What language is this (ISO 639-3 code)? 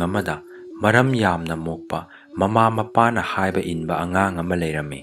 mni